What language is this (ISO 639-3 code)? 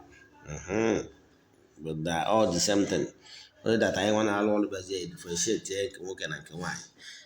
ibo